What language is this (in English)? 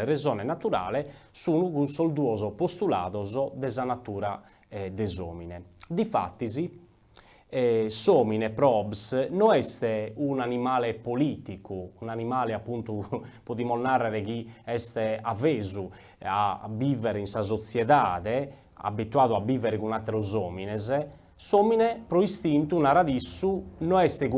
Sardinian